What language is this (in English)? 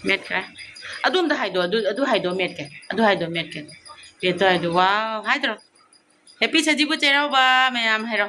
Manipuri